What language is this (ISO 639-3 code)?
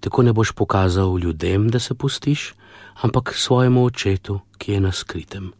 slv